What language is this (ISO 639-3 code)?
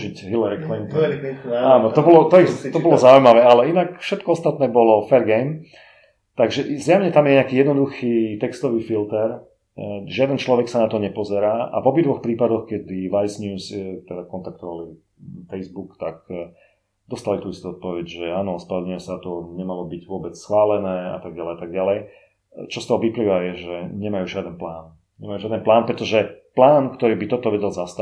slk